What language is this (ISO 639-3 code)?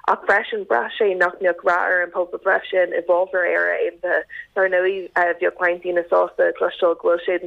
gle